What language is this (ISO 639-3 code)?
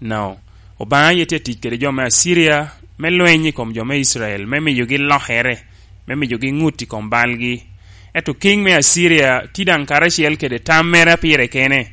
laj